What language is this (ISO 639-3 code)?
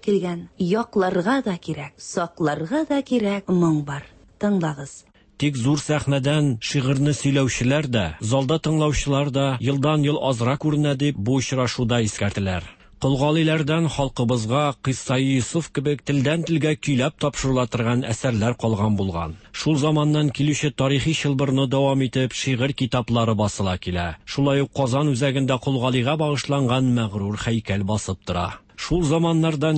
tat